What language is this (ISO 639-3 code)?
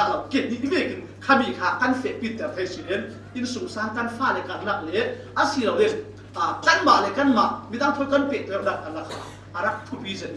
cfm